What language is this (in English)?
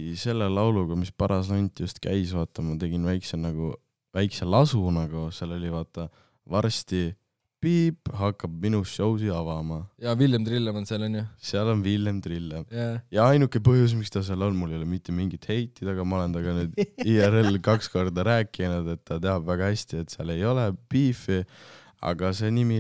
Estonian